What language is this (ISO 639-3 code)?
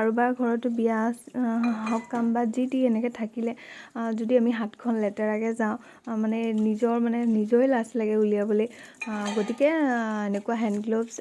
asm